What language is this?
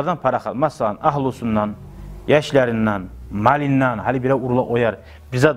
Kumyk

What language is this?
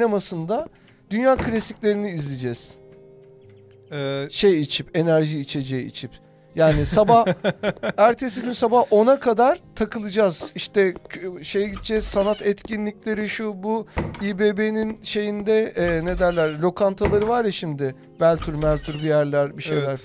Turkish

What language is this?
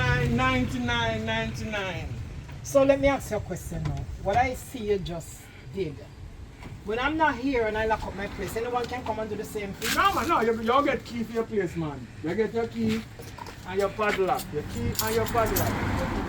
Jamaican Creole English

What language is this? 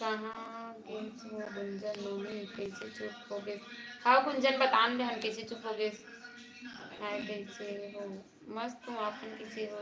Chhattisgarhi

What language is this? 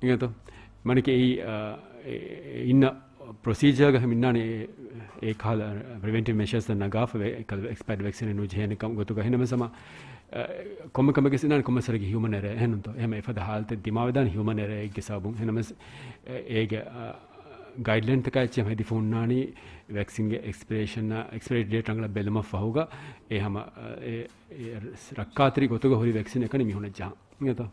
Divehi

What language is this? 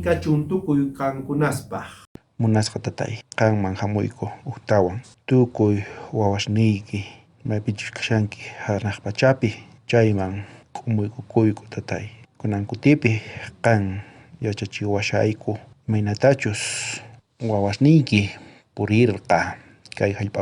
South Bolivian Quechua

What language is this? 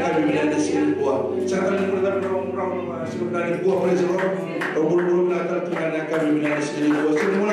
Fijian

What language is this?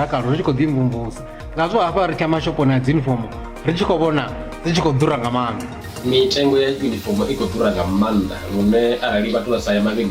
Venda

